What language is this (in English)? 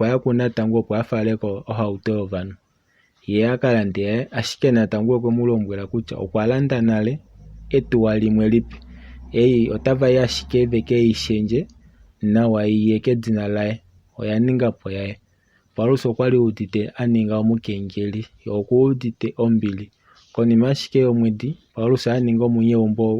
Kuanyama